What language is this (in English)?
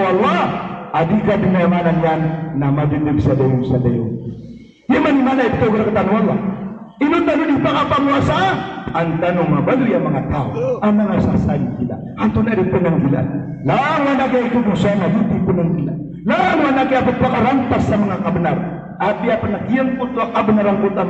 Maranao